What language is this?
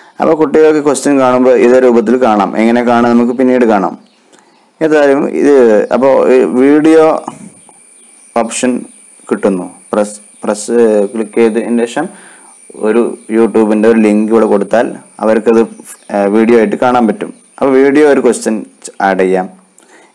Malayalam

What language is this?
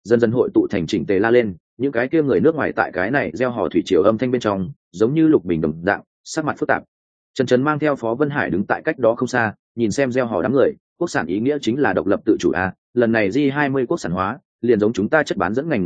Vietnamese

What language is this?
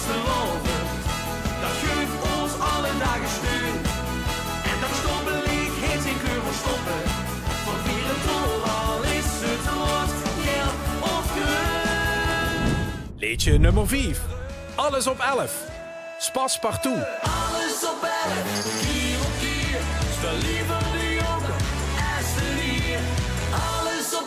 Limburgish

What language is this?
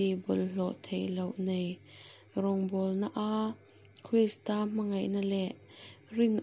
Mizo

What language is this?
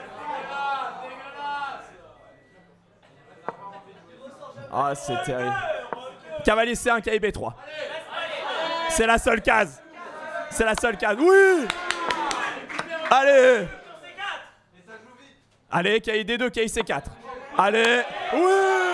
French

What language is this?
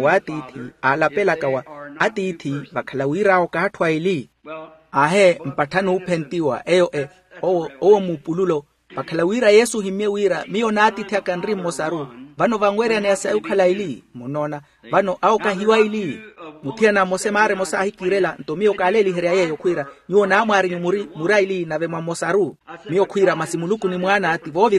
Makhuwa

